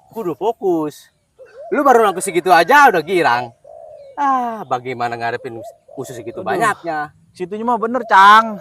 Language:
Betawi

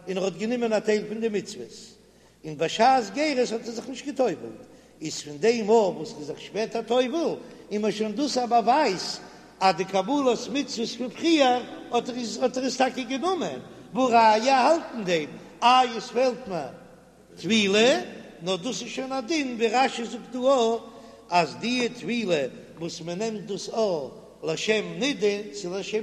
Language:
Yiddish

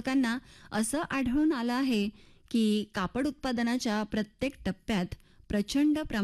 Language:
Marathi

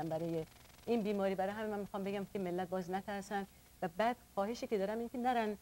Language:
Persian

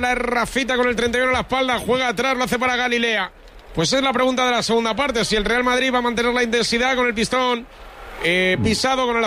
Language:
Spanish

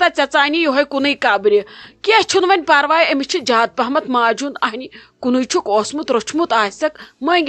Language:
Kashmiri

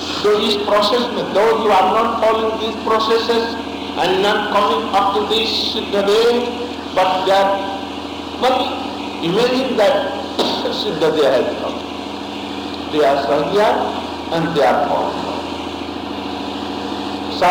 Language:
Hindi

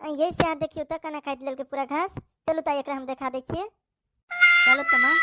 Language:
Maithili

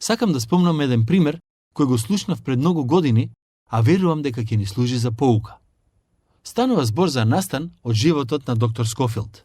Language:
Macedonian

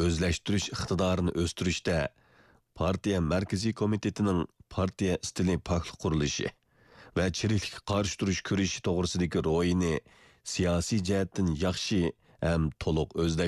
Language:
Uyghur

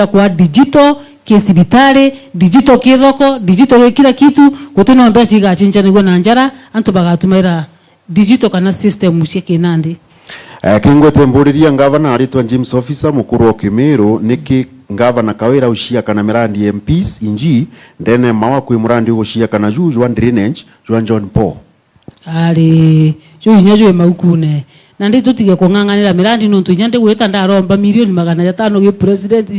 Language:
Meru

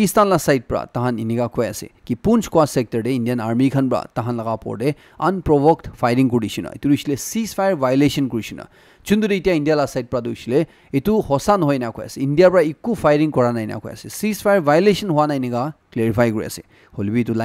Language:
Naga Pidgin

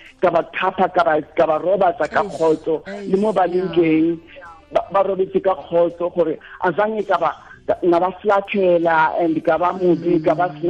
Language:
Tswana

